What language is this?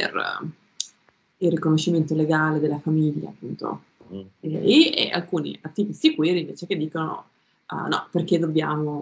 Italian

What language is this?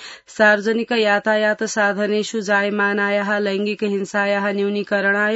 Sanskrit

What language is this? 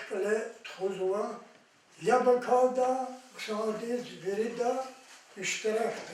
Lezghian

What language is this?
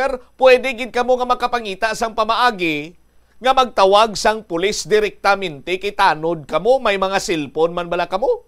Hiligaynon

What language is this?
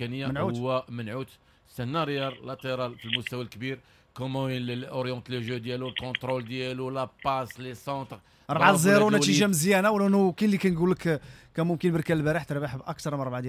Moroccan Arabic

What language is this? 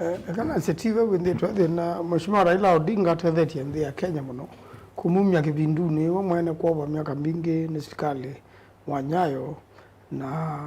Kamba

